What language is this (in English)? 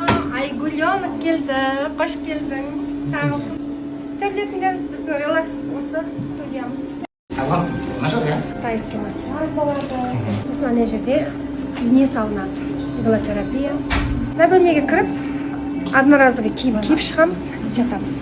Kazakh